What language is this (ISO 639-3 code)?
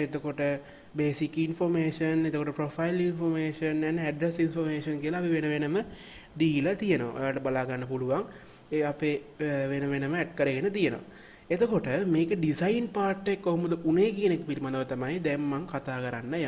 sin